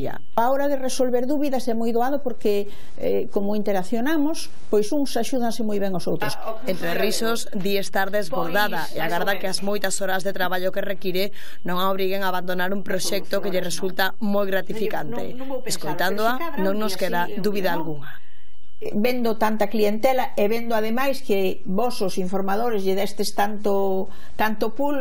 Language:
Galician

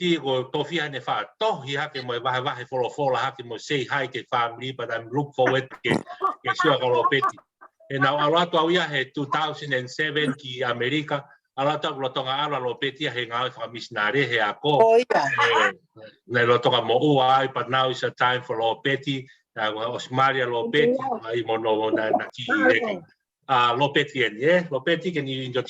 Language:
Tongan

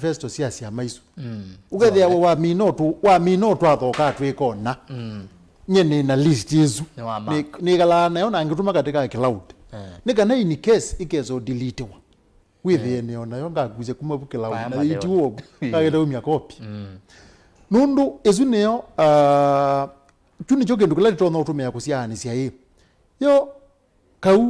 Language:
Kamba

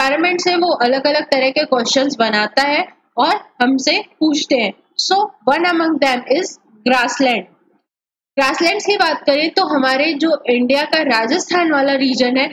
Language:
Hindi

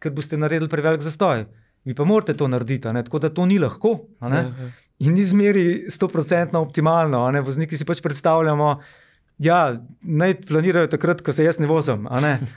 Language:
Slovenian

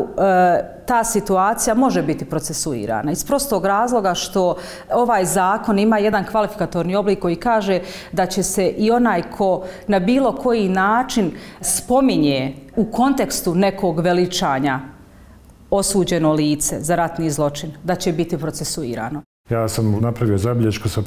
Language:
Bosnian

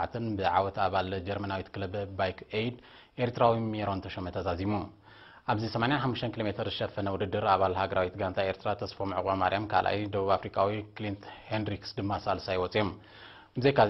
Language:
Tigrinya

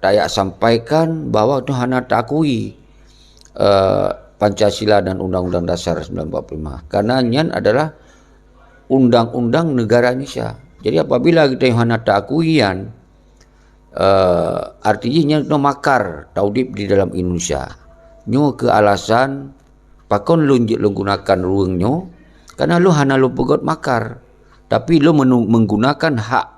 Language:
Achinese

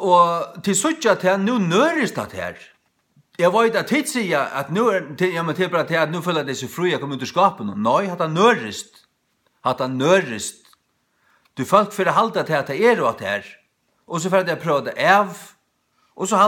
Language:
Faroese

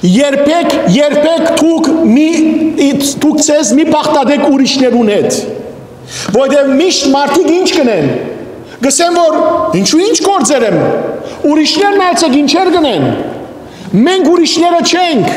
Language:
Western Armenian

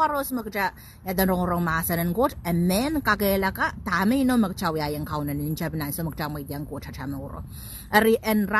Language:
Pohnpeian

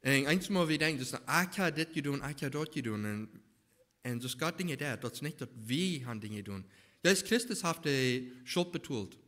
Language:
Plautdietsch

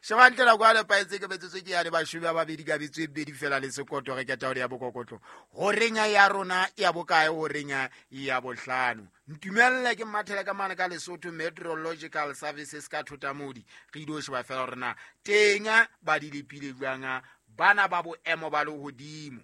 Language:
Southern Sotho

